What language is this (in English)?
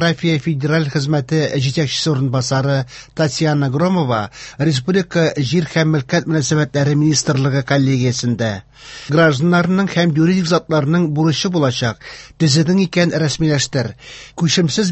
Tatar